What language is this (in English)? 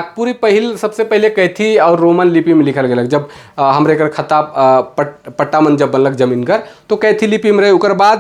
Sadri